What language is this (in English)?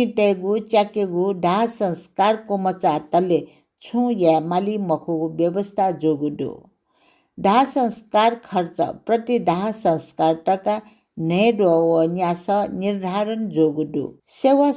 Newari